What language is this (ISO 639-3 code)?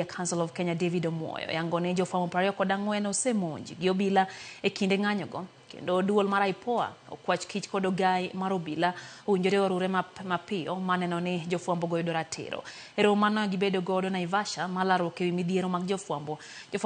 luo